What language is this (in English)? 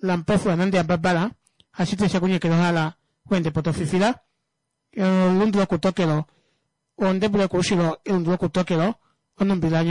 Kuanyama